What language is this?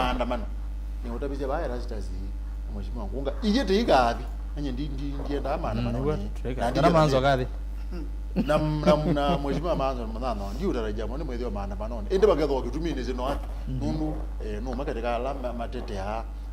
Kamba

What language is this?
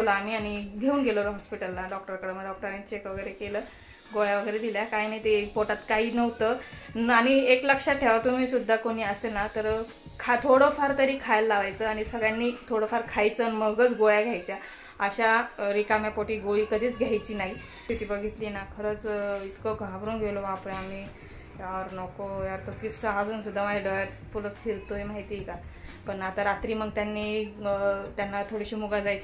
Marathi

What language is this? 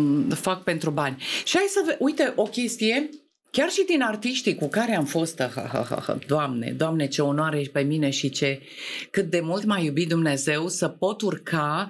Romanian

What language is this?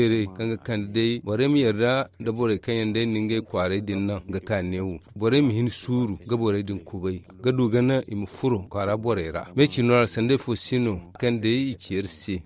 Zarma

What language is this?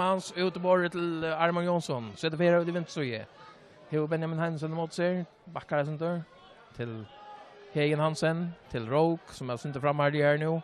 Faroese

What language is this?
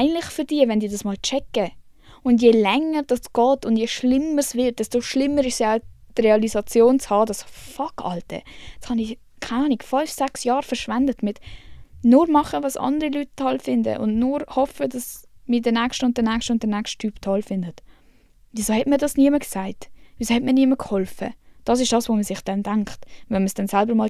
Swiss German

